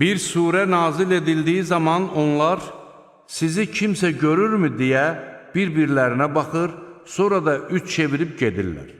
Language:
Azerbaijani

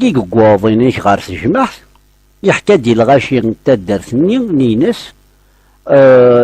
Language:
Kabyle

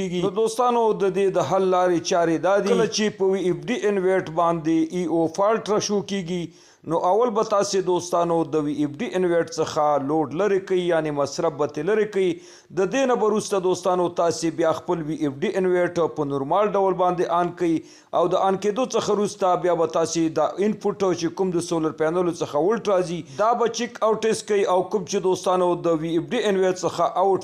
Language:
Pashto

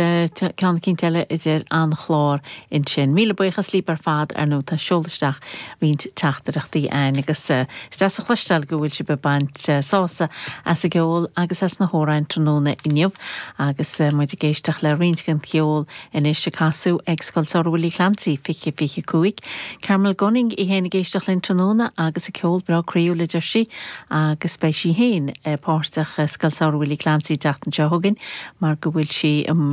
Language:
Irish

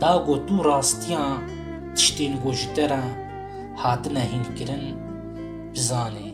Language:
Kurdish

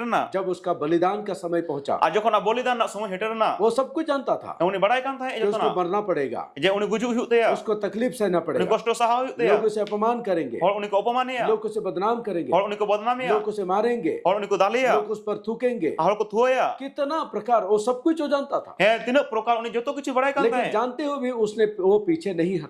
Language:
Santali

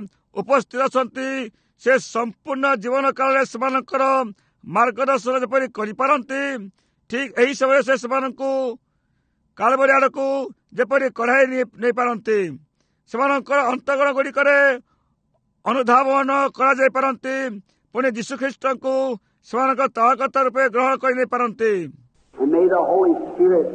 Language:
Odia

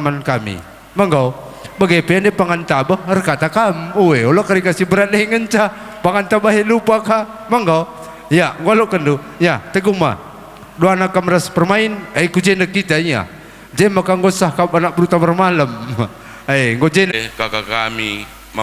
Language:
Batak Karo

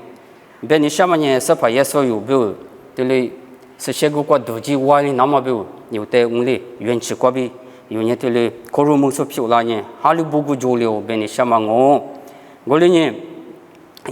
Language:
Lisu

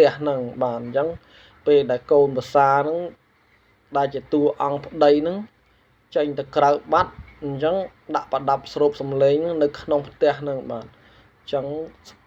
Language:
Khmer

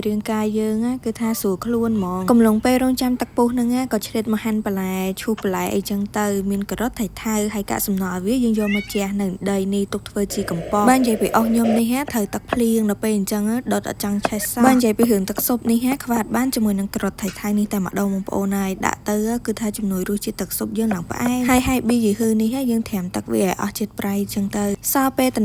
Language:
Khmer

